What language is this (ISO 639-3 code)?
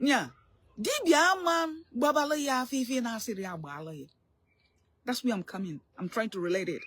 ibo